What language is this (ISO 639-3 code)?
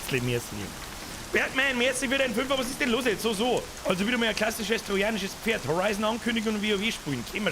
bar